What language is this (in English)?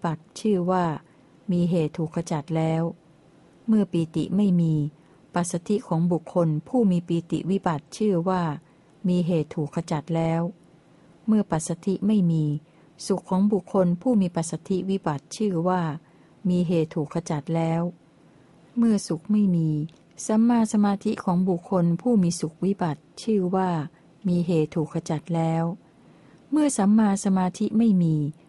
Thai